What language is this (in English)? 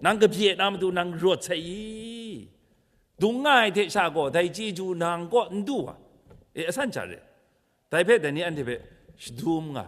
Kachin